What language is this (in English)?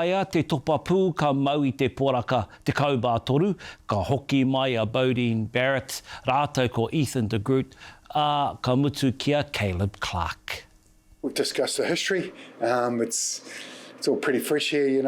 Māori